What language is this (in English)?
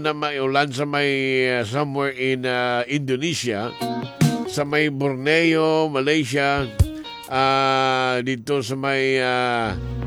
Hiligaynon